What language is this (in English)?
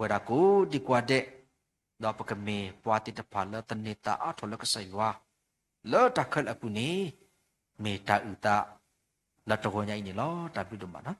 S'gaw Karen